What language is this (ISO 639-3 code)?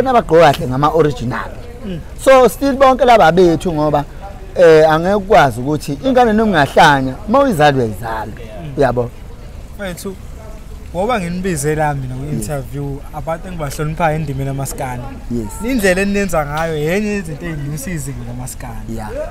zul